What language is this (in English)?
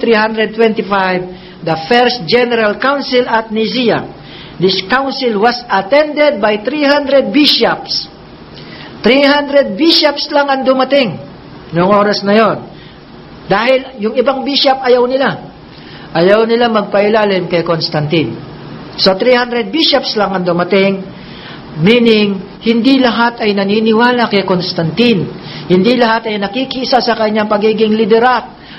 Filipino